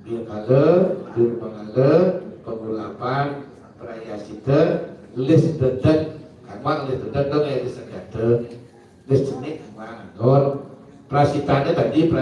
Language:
Balinese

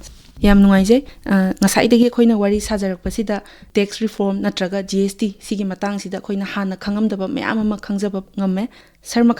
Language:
Manipuri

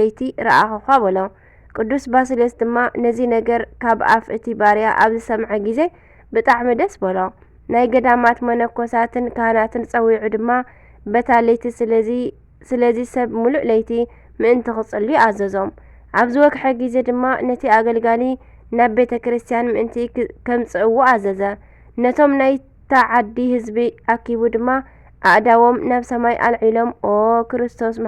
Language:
Tigrinya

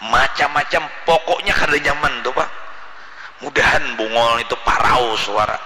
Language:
Banjar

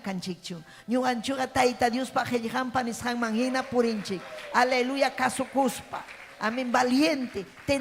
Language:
Ayacucho Quechua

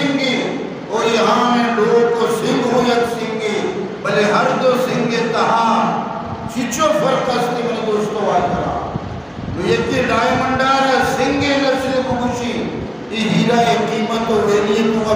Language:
Eastern Balochi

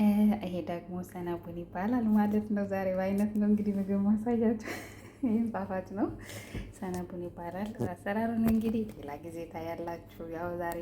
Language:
Amharic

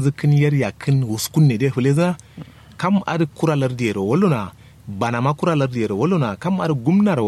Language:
Kanuri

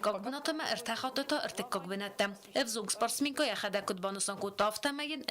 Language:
Ossetic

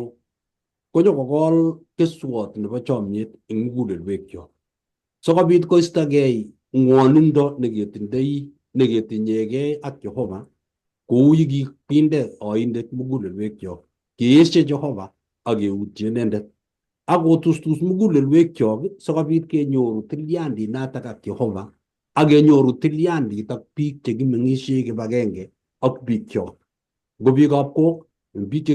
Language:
Kalenjin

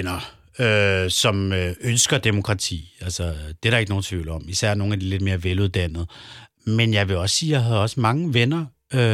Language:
Danish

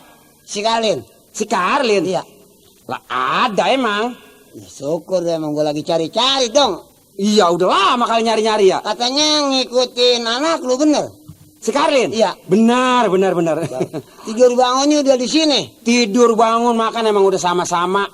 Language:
Betawi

